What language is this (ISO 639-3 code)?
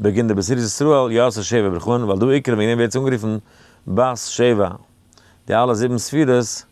yid